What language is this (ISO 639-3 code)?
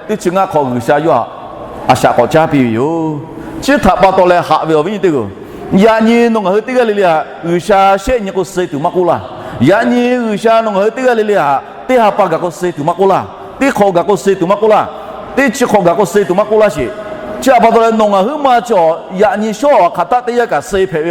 lhu